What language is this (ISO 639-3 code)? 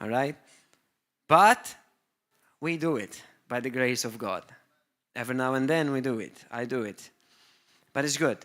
eng